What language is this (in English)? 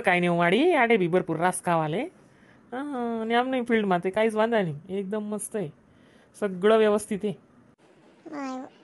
Khandesi